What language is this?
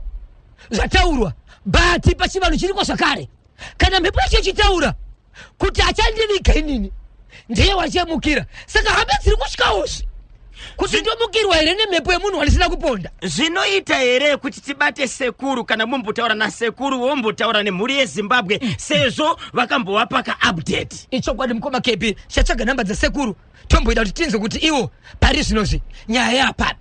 Shona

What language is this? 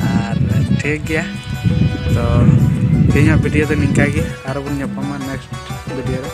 Santali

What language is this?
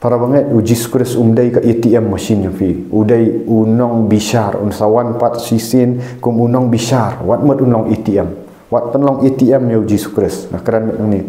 Khasi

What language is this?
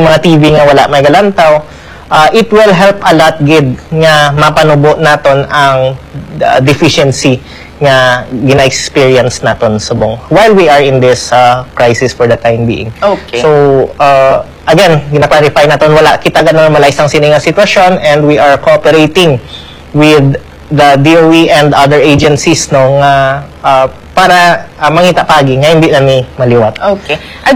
Hiligaynon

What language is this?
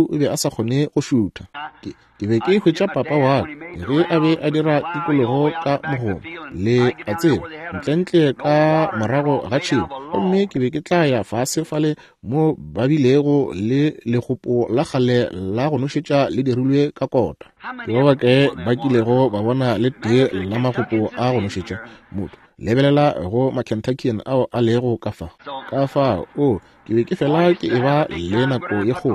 Northern Sotho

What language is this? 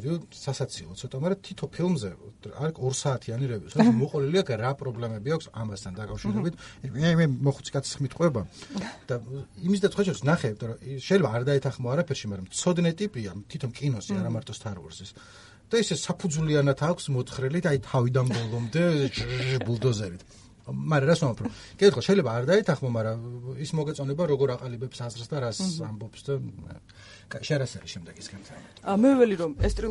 Georgian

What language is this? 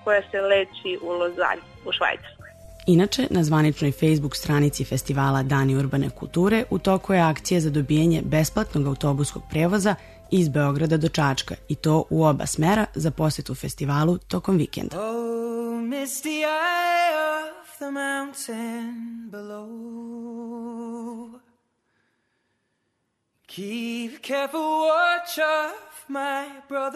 Serbian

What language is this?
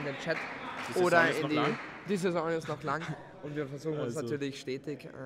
German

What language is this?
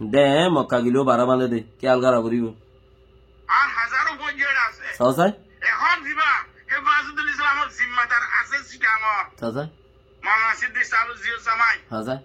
Rohingya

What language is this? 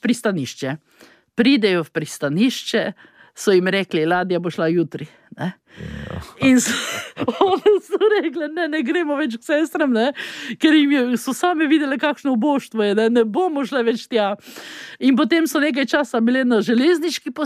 Slovenian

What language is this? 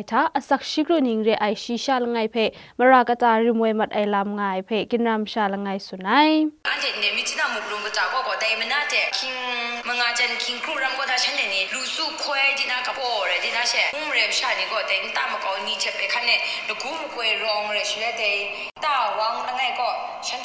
Kachin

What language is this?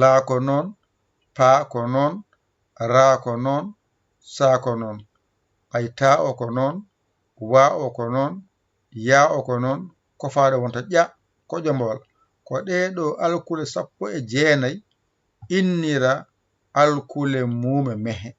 Fula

